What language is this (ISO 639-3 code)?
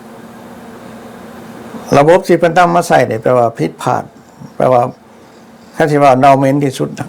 lao